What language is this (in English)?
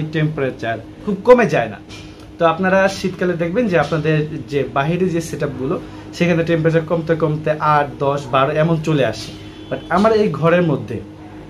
Bangla